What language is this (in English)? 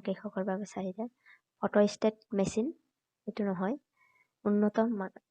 Assamese